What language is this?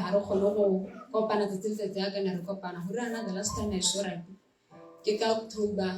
Tswana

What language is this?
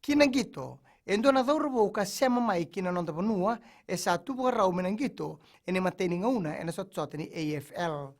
Fijian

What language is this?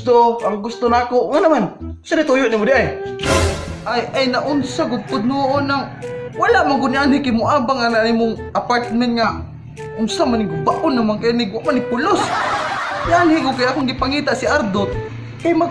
Cebuano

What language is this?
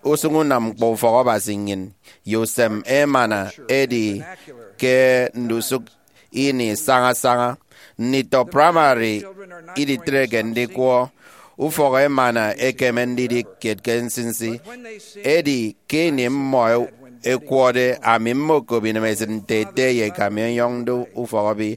Efik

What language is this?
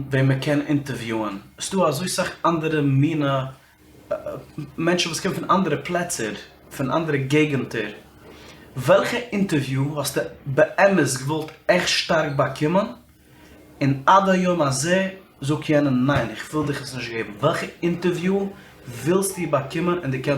Yiddish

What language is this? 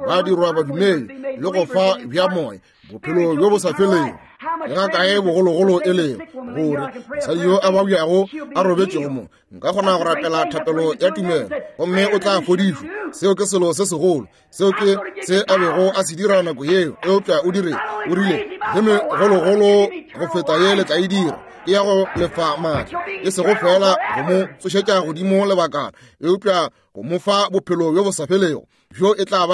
Northern Sotho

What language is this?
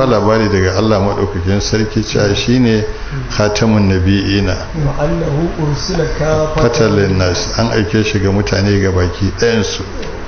Hausa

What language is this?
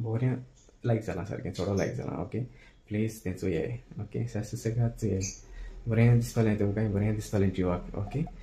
Konkani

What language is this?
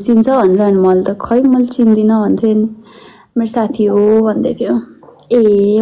Nepali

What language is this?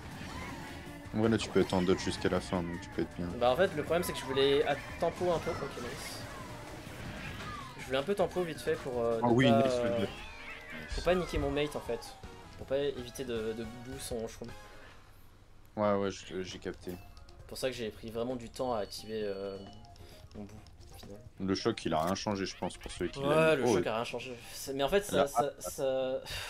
French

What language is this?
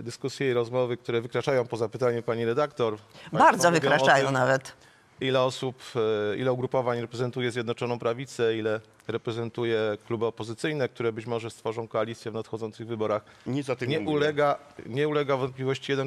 Polish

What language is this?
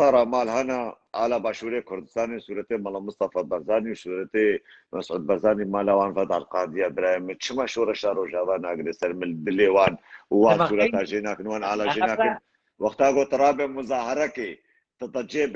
Kurdish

